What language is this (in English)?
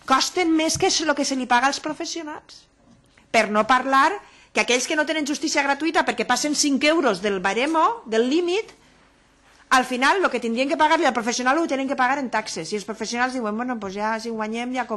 Catalan